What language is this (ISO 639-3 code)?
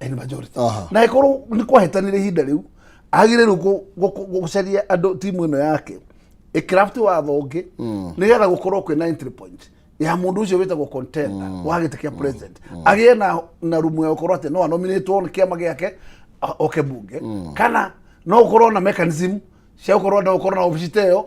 kik